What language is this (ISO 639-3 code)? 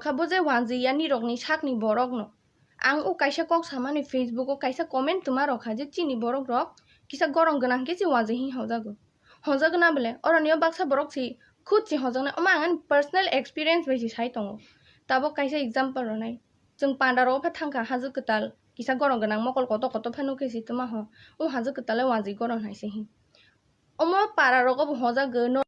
trp